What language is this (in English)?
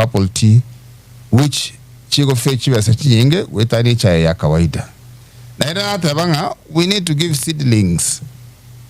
Gusii